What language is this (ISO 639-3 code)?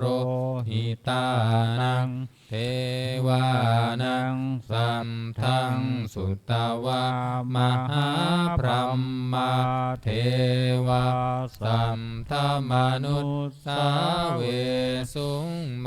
pli